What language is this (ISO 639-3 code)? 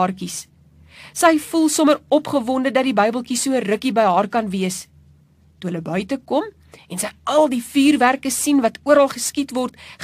afr